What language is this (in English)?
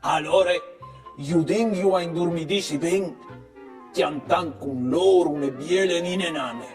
Friulian